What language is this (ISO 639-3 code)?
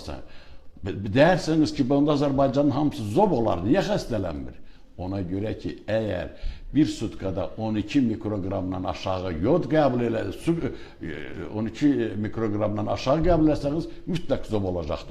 aze